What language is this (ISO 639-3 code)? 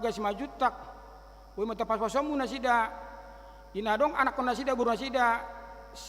bbc